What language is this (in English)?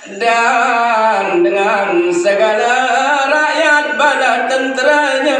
Sasak